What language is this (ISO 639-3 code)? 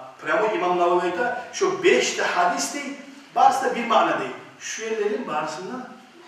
kum